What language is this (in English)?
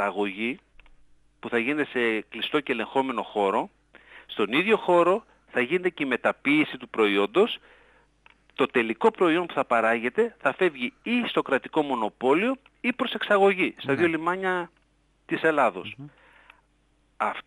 Greek